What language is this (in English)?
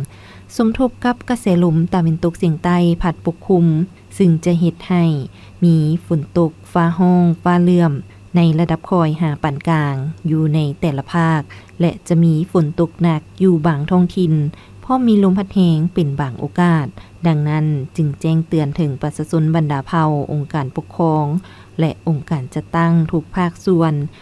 Lao